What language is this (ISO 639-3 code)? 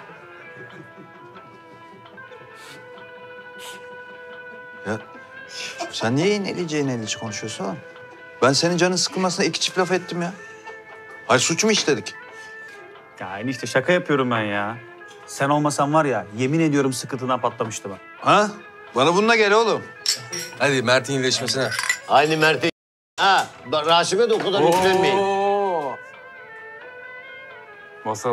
tur